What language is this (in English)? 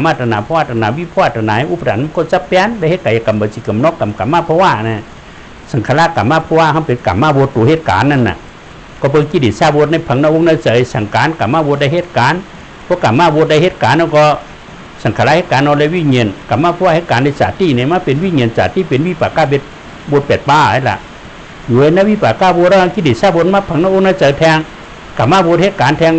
Shan